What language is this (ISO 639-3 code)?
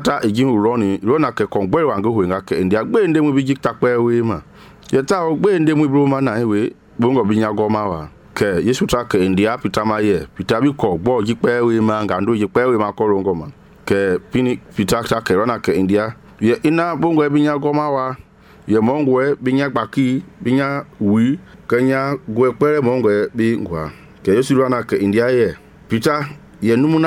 men